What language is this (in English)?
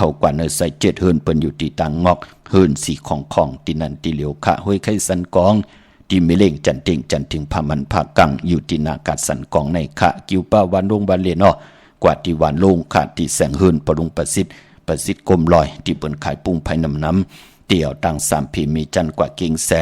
Shan